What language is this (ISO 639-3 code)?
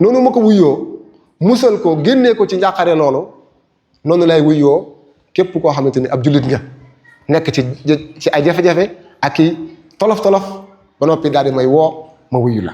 wol